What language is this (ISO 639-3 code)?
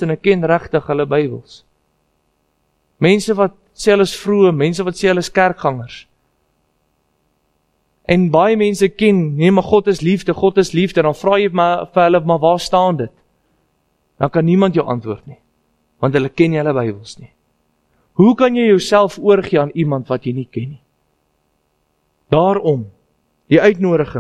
afr